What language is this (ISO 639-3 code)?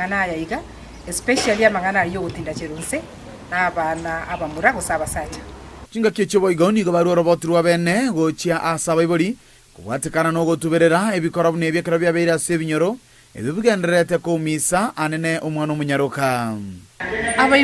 guz